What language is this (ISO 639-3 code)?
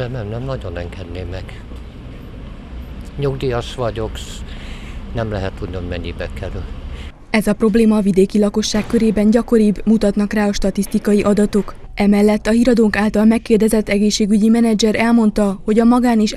hun